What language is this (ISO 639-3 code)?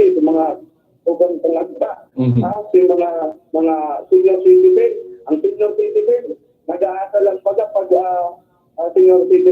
bik